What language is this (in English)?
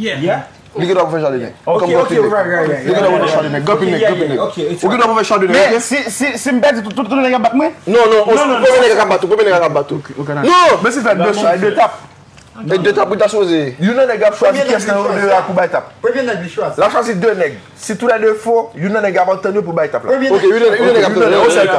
Haitian Creole